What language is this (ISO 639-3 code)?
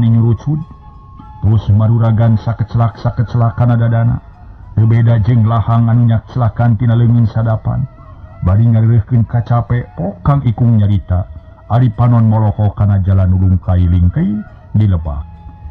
sun